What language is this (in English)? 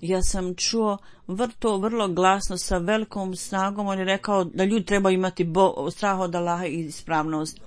Bosnian